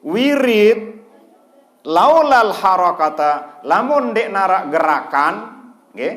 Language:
Sasak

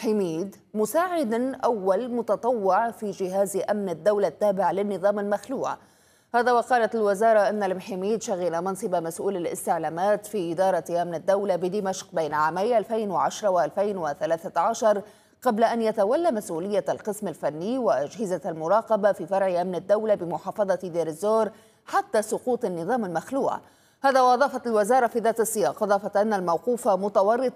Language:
Arabic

